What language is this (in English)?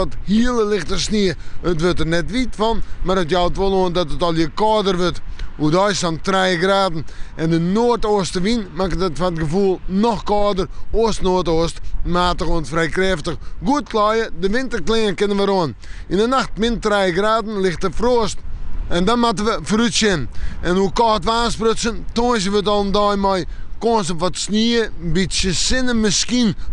Western Frisian